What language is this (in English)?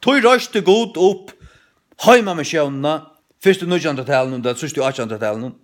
Faroese